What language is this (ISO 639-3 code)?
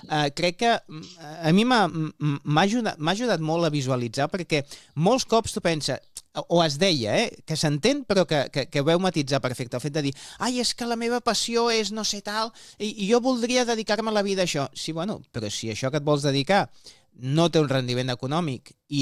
cat